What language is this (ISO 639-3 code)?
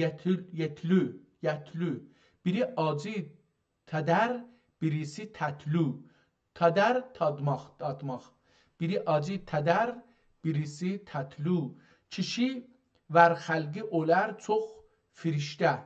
azb